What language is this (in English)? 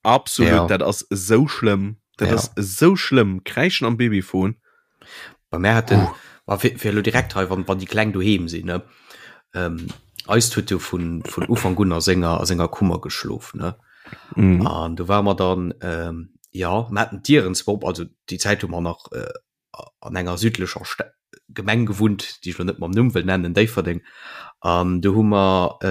Luxembourgish